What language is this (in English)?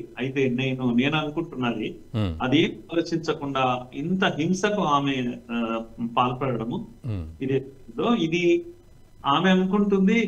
Telugu